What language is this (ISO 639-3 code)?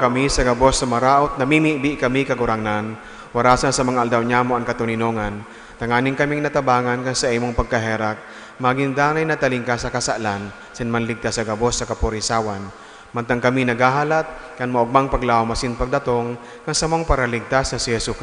bik